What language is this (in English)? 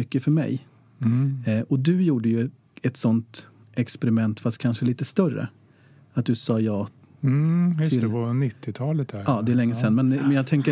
Swedish